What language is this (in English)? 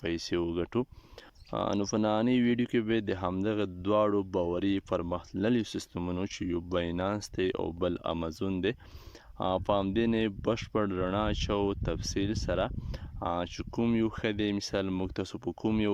Pashto